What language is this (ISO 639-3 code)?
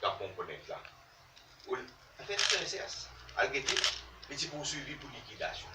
mfe